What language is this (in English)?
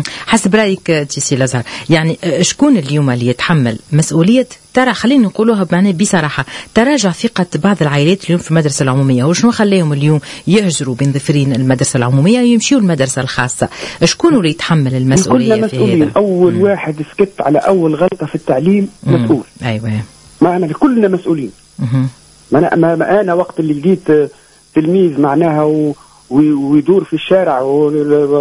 Tunisian Arabic